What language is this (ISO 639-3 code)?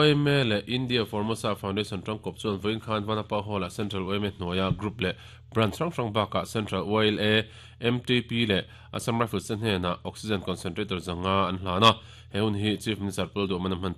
lus